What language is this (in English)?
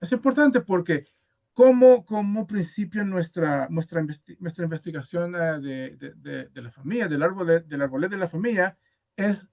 Ladino